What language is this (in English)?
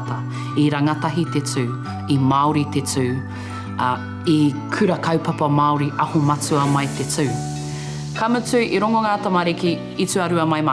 Māori